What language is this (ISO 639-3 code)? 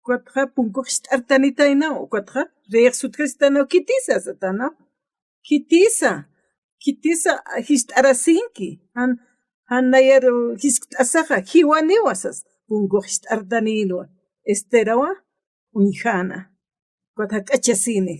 aym